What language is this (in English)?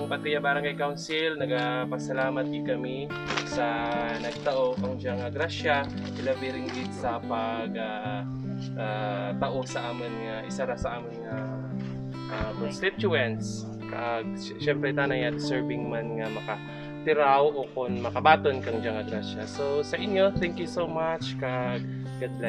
Kinaray-a